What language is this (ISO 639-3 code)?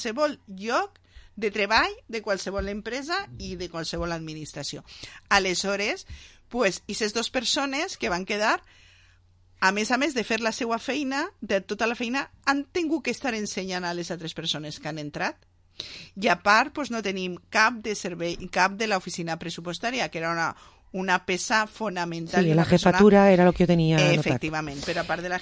cat